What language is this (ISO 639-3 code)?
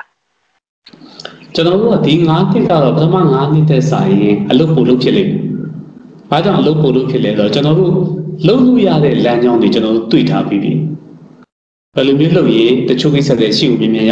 mya